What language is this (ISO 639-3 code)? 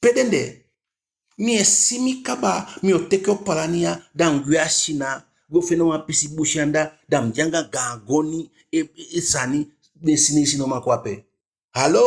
djk